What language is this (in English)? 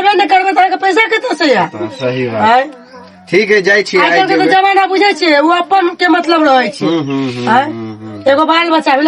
Maithili